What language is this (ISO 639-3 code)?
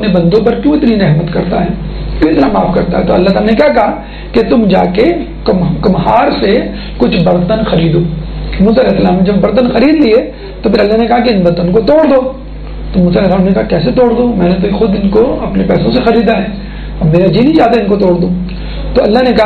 urd